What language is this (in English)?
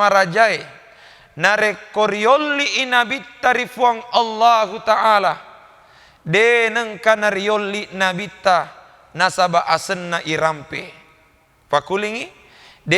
Buginese